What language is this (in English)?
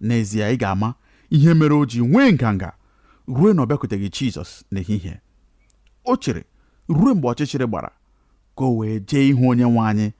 Igbo